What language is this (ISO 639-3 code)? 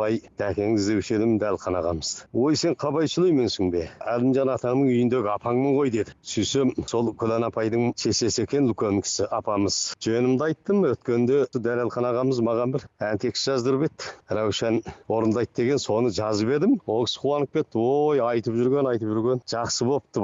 kaz